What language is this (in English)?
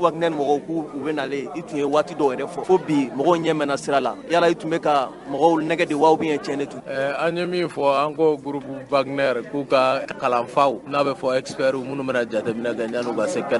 Bambara